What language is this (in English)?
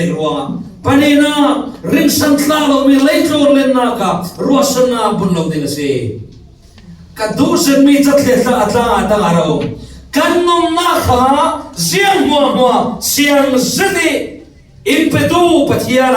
Falam Chin